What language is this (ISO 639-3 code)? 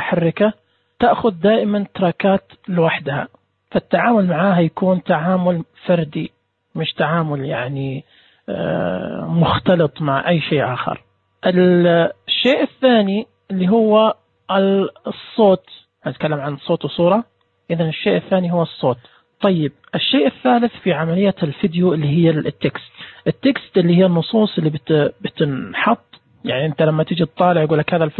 ars